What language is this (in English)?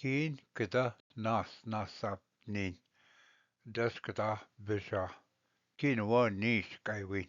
Ojibwa